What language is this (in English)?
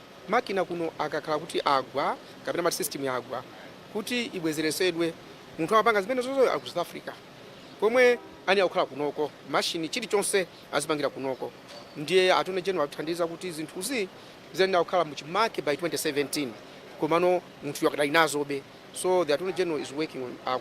Nyanja